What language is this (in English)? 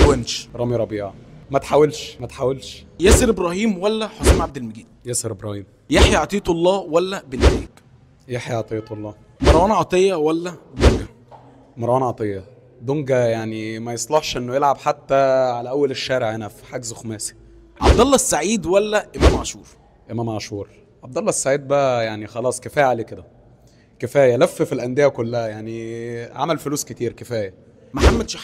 Egyptian Arabic